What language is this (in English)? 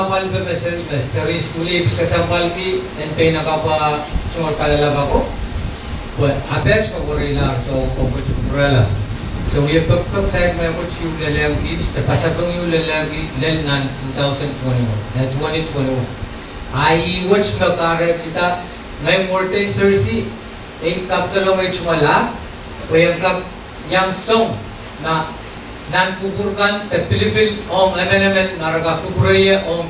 Pohnpeian